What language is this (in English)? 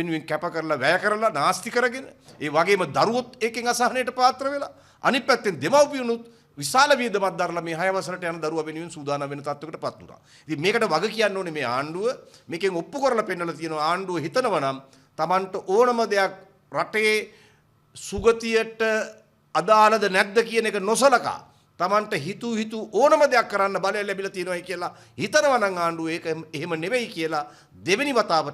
Sinhala